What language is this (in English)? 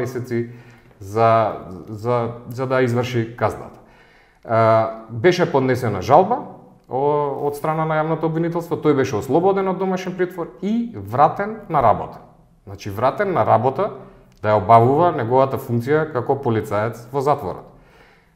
Macedonian